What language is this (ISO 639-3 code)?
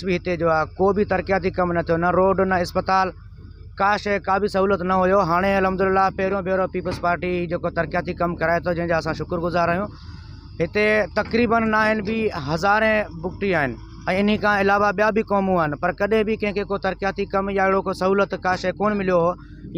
snd